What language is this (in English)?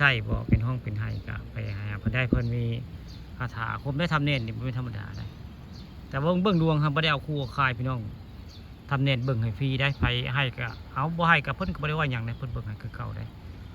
Northeastern Thai